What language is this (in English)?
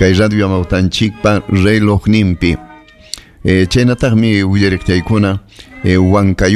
Ayacucho Quechua